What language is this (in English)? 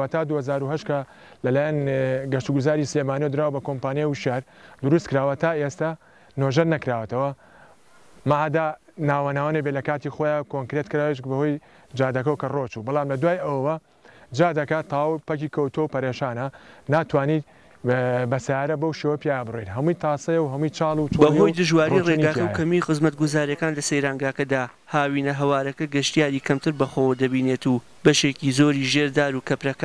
Central Kurdish